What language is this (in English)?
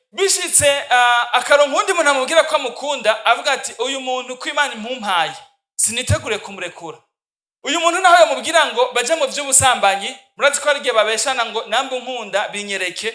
Rundi